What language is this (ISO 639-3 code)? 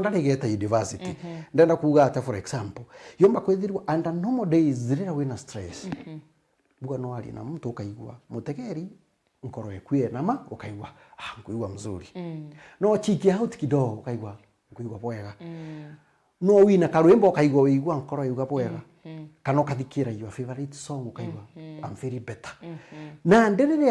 mer